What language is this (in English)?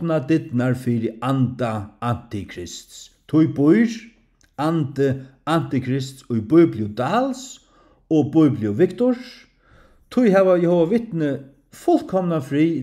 Faroese